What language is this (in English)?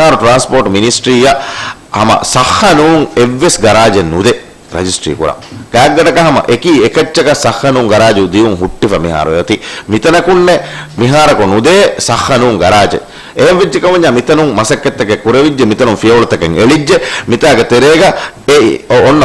Divehi